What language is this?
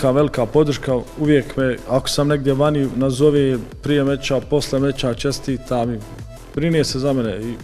Bosnian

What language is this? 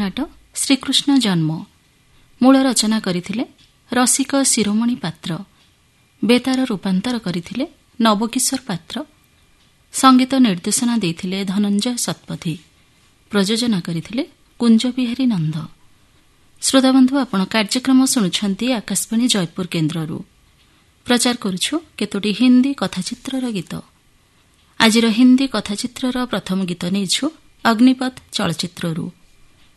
Odia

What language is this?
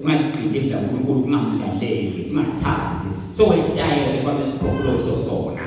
Swati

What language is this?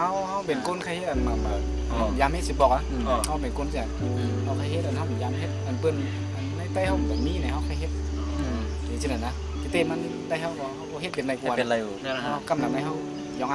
Shan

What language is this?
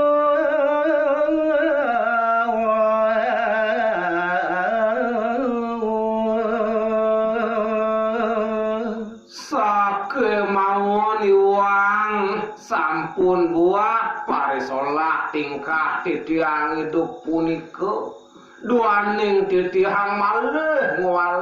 Balinese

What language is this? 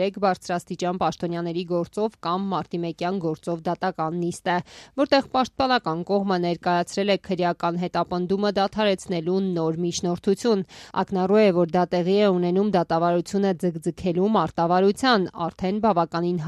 Armenian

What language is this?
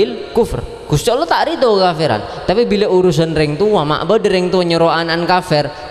Madurese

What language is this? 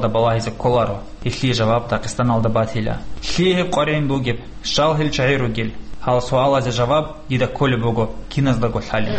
Avaric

